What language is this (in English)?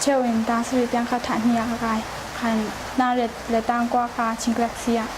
Hakha Chin